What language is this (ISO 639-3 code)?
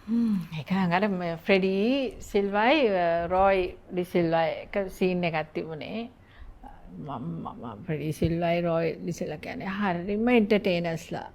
sin